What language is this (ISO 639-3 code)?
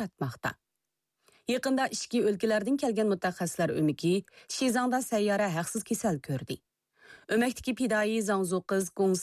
uig